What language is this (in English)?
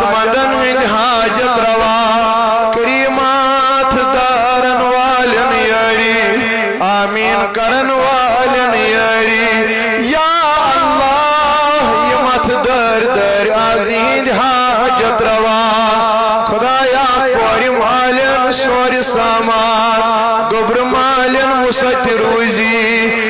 Kashmiri